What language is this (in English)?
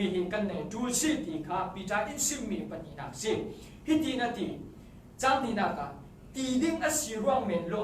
Falam Chin